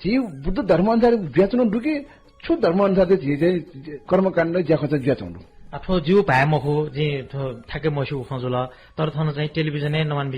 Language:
Newari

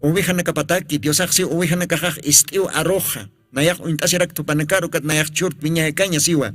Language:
Aymara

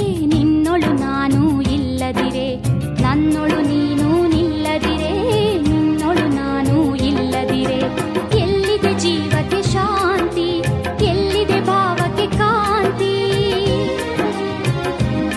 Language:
Kannada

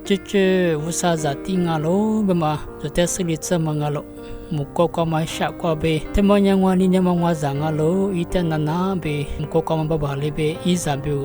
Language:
Lisu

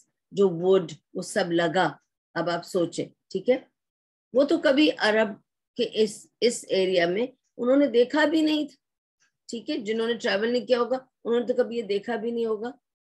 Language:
Urdu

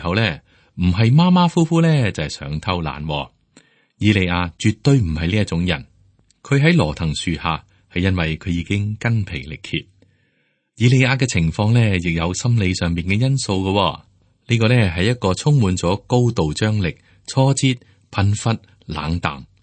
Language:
Cantonese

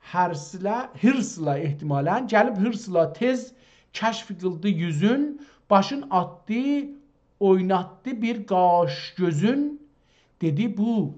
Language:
South Azerbaijani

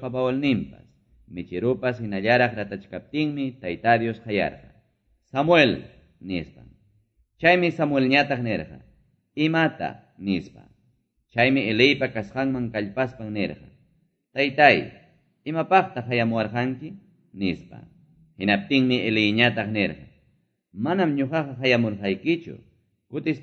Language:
Quechua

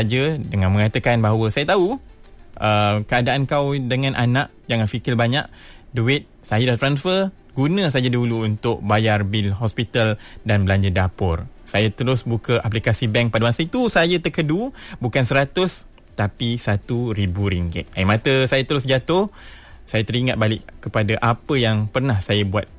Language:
Malay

